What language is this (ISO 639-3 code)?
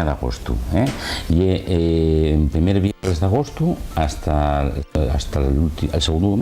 ast